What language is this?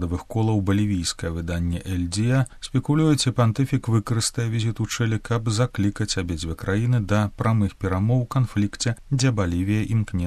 Belarusian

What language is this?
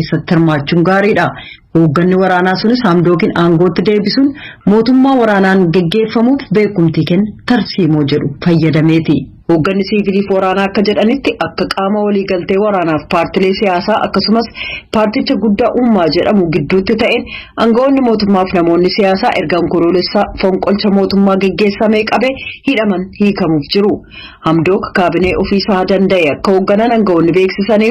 Oromo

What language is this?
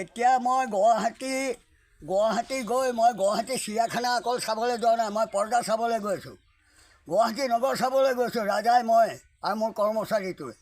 Assamese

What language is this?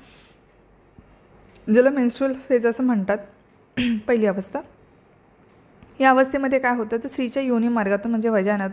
Marathi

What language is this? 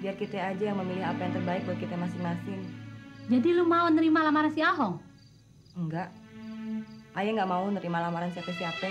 Betawi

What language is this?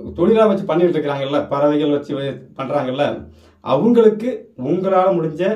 Tamil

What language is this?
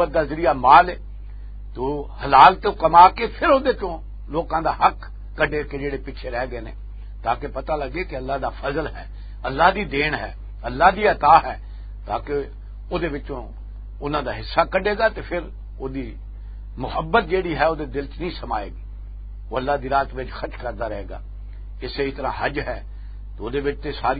Western Panjabi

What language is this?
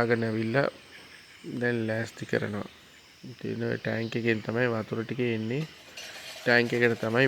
Sinhala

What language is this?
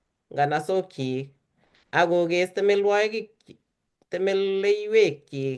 Kalenjin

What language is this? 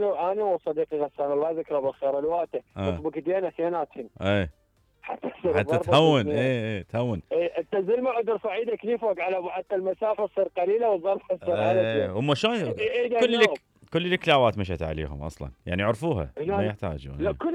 Mesopotamian Arabic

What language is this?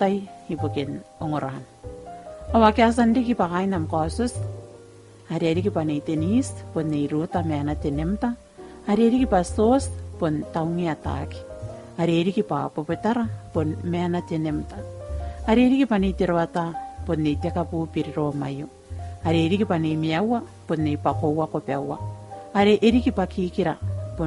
Gilbertese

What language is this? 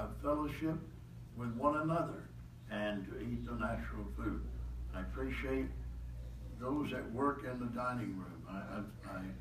English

